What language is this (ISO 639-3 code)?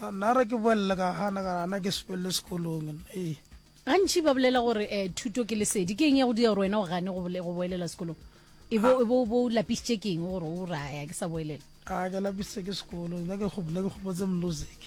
nso